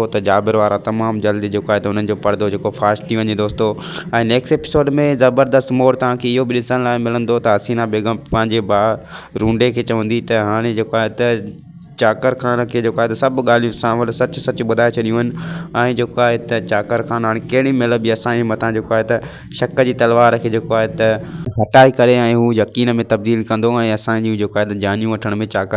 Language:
Sindhi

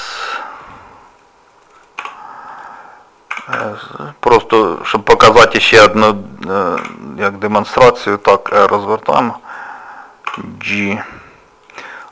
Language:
Ukrainian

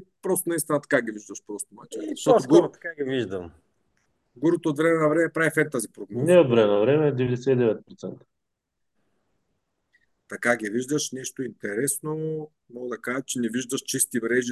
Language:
Bulgarian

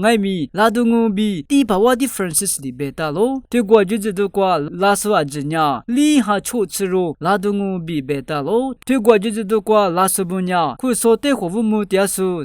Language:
Lisu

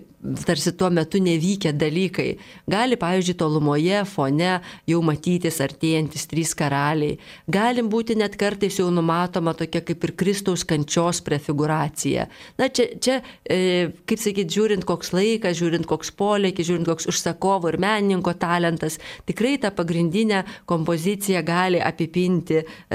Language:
Lithuanian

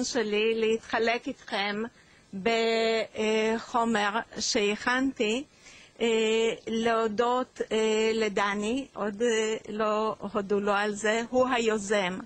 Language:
Hebrew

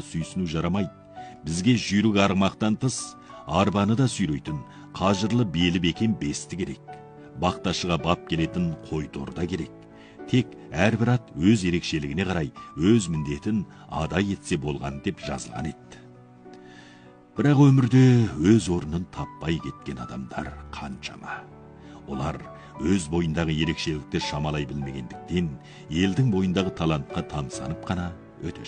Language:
Kazakh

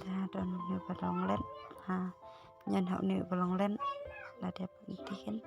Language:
Khasi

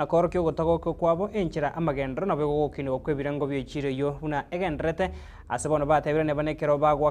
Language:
Gusii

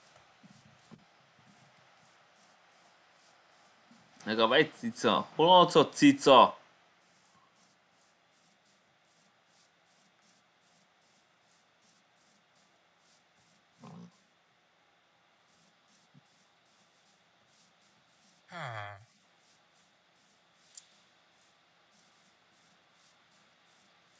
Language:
Hungarian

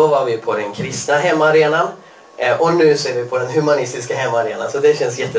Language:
Swedish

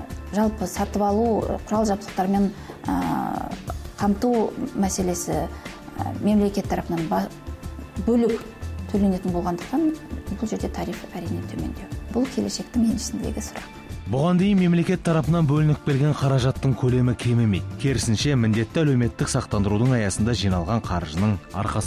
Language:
Kazakh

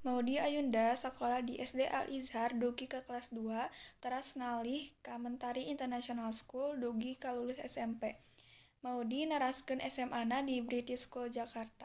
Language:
Sundanese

